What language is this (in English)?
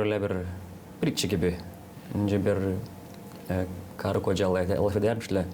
Gagauz